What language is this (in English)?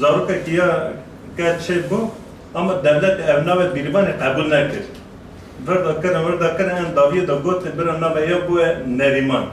Kurdish